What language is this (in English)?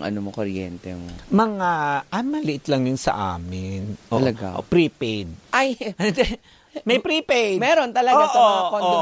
Filipino